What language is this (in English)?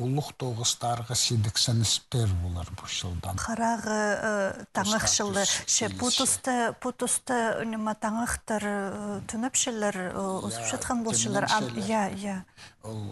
Khakas